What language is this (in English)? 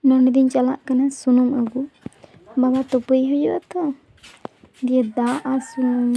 Santali